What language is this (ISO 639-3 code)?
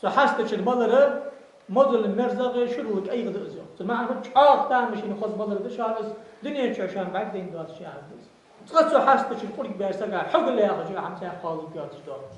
inh